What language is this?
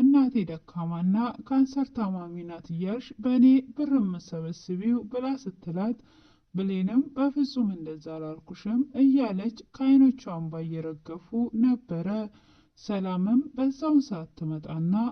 Amharic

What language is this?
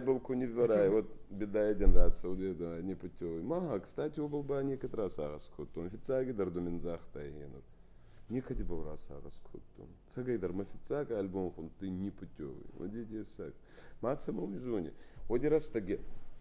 Ossetic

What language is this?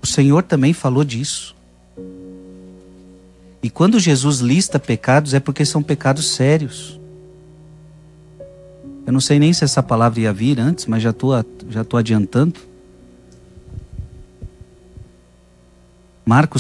Portuguese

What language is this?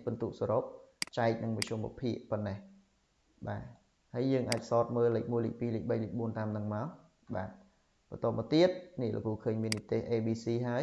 Khmer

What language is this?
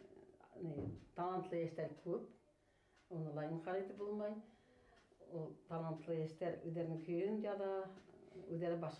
Bashkir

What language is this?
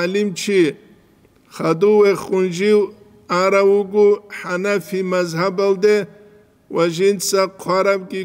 Avaric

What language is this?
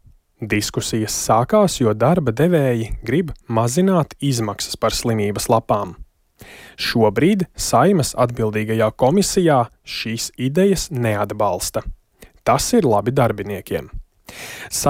Latvian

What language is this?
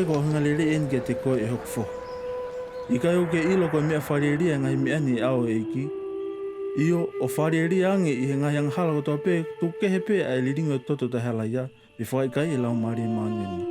Tongan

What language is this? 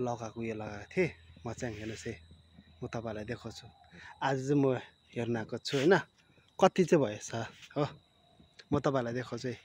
Nepali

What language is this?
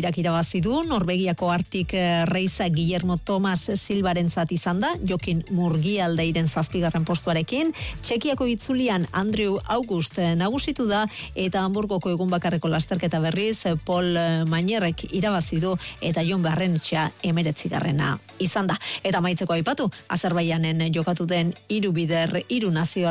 Basque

